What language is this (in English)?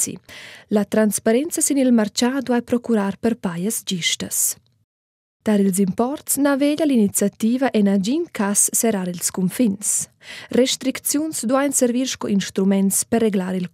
Romansh